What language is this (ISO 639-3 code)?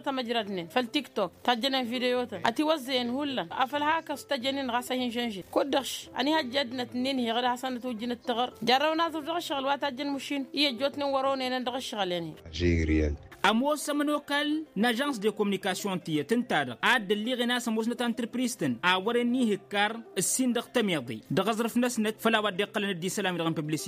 taq